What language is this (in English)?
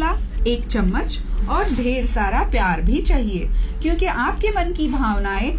Hindi